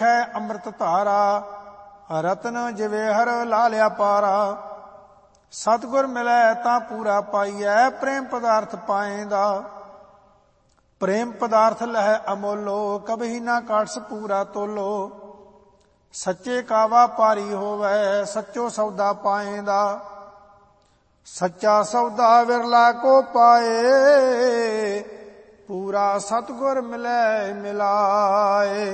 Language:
Punjabi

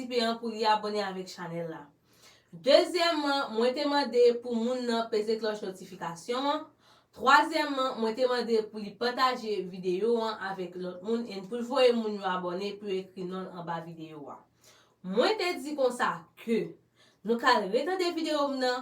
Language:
Haitian Creole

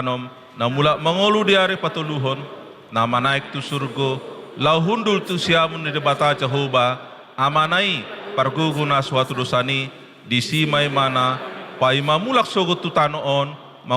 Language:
Batak Toba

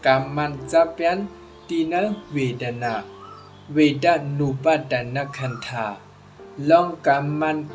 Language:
Shan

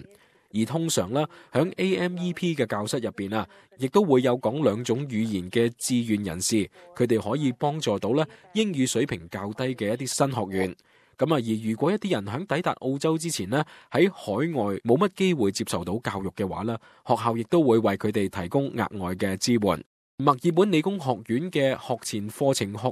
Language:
Cantonese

